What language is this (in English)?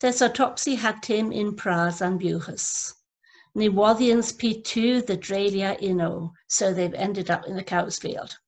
Cornish